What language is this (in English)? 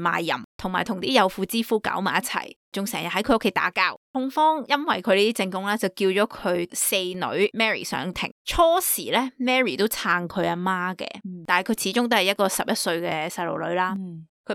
Cantonese